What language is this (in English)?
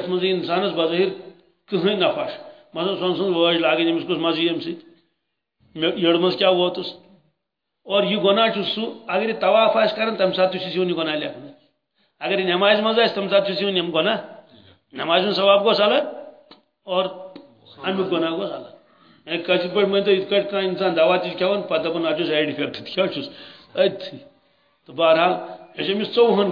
Kashmiri